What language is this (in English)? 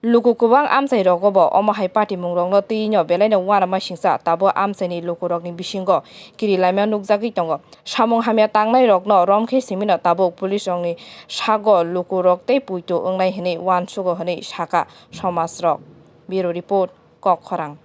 Kok Borok